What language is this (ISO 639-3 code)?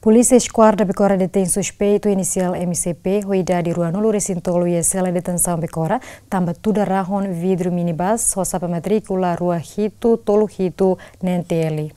tet